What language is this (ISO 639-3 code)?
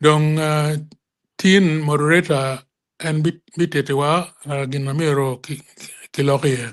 ach